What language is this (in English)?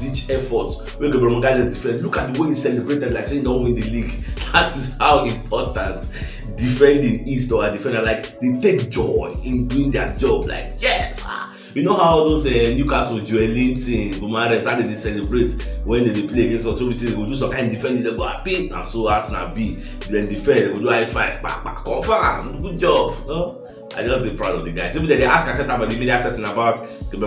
Nigerian Pidgin